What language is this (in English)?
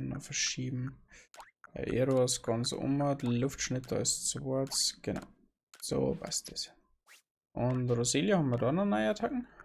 Bavarian